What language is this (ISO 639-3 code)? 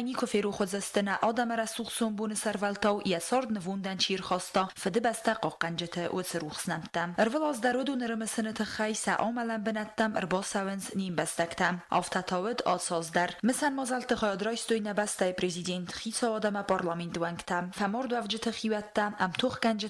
oss